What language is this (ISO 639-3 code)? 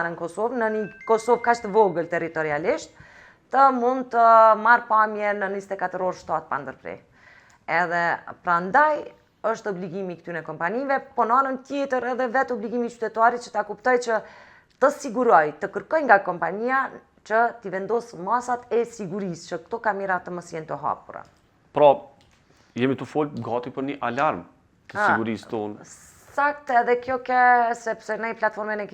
sqi